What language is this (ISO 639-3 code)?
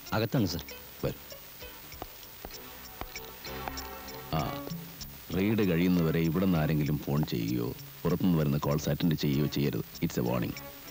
mal